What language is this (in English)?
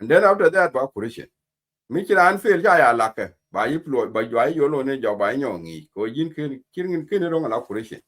Nuer